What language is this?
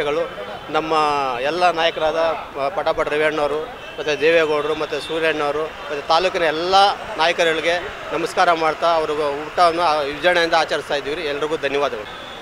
Kannada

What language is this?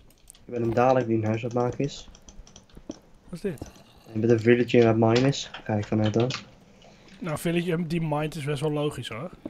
Dutch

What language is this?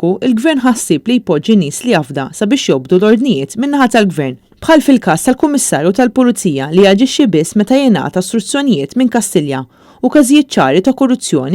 Maltese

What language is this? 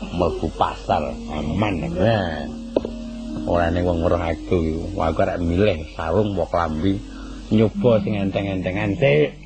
Javanese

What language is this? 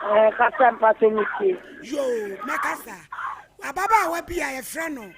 Akan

